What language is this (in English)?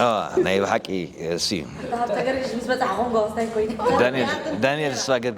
Tigrinya